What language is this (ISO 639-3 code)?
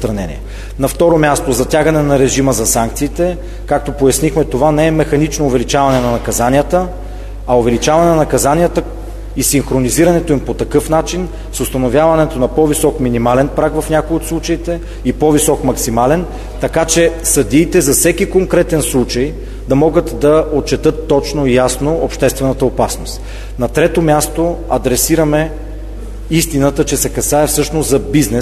bul